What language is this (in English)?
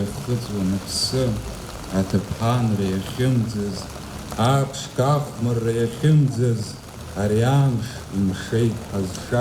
Abkhazian